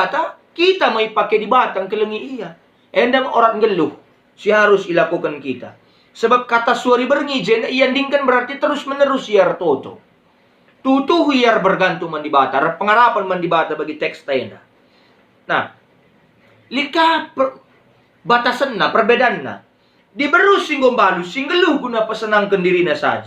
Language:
Batak Karo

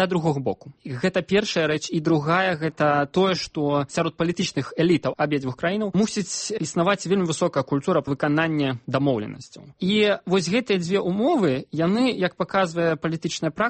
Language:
Belarusian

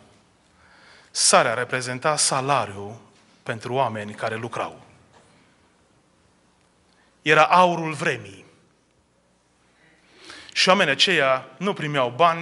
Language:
Romanian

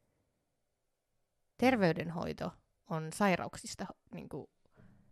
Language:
Finnish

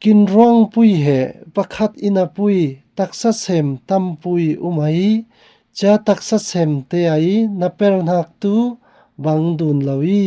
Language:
Falam Chin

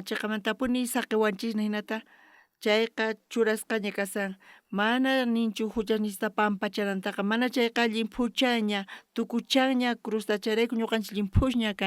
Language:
South Bolivian Quechua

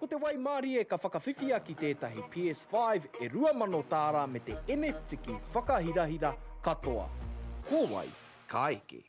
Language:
Māori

